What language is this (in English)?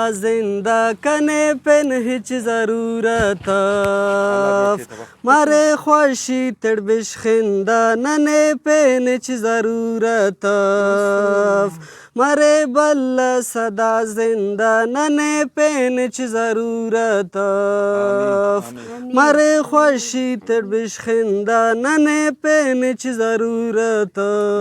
Brahui